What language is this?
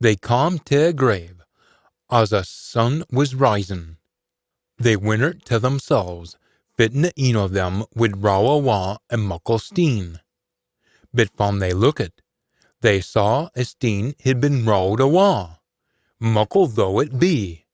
Scots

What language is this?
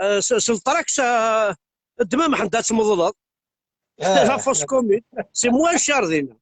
Kabyle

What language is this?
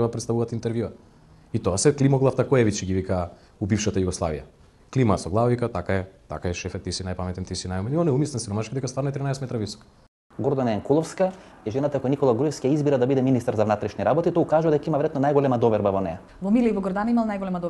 Macedonian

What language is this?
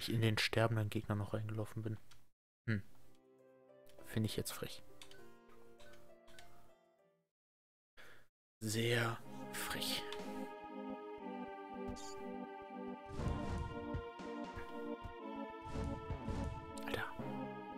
German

